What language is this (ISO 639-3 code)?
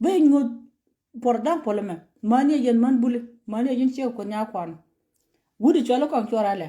nus